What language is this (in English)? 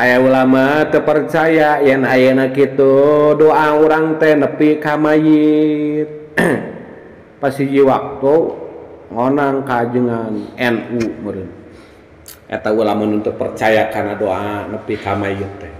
Sundanese